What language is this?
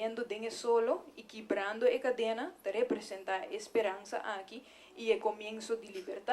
Papiamento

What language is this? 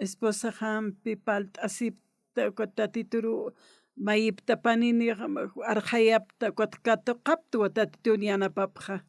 Aymara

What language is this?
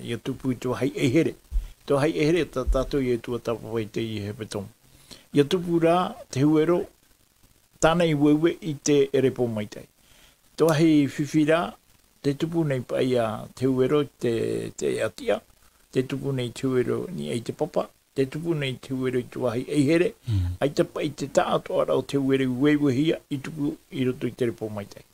Tahitian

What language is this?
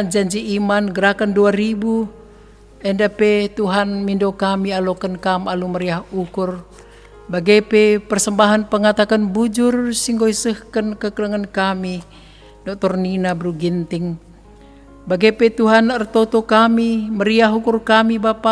Batak Karo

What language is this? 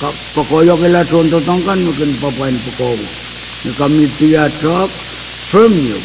Pohnpeian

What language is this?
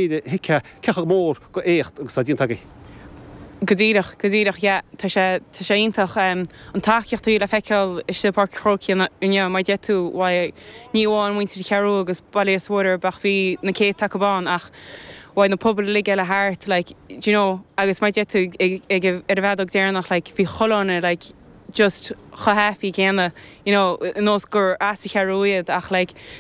Irish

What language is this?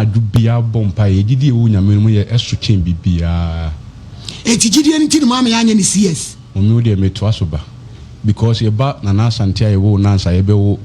Akan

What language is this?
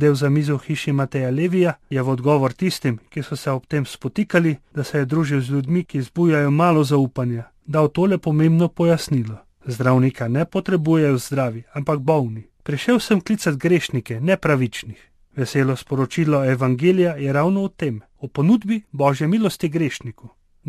Slovenian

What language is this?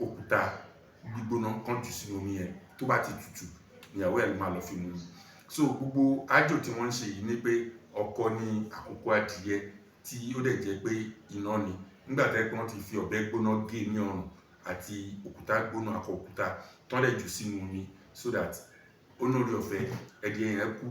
Yoruba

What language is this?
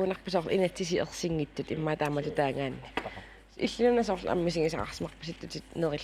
Kalaallisut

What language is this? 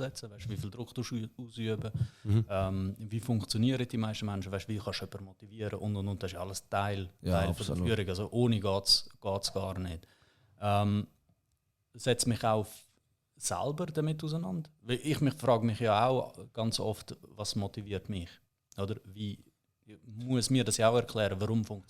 Swiss German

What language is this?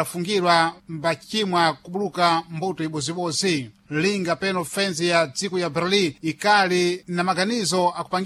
Sena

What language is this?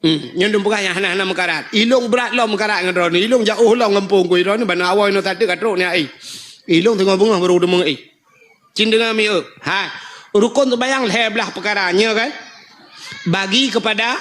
Achinese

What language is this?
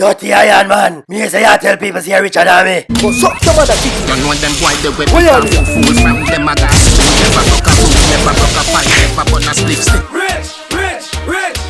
Jamaican Creole English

